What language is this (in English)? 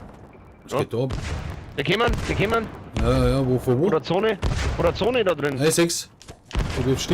Bavarian